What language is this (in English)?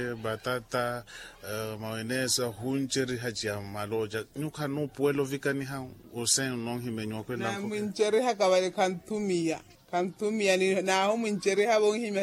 Makhuwa